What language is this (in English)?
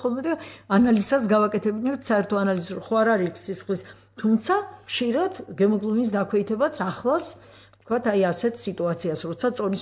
Georgian